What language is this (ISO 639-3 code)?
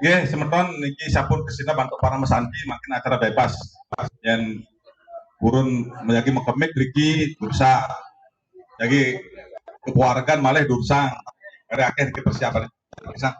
ban